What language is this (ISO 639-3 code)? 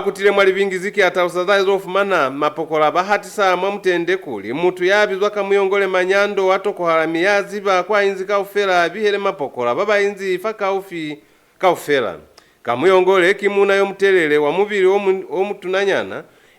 loz